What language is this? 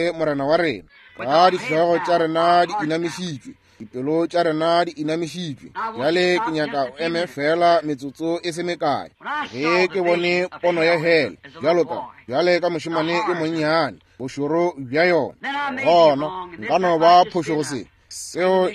Northern Sotho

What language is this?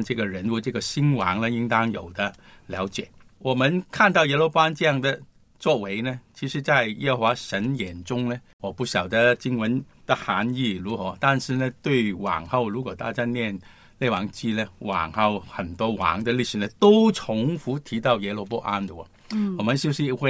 Chinese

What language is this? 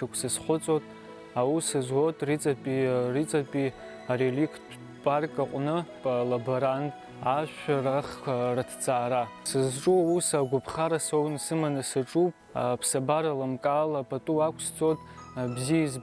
Abkhazian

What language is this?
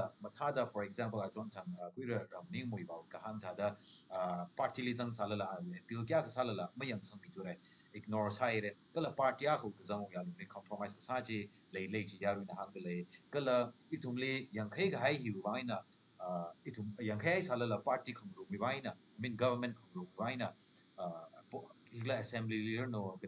Tangkhul Naga (India)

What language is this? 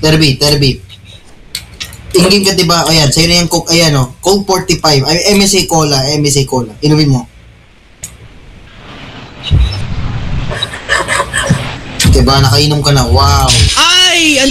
Filipino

